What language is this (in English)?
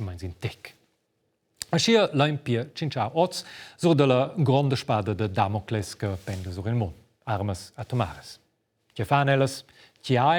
Romansh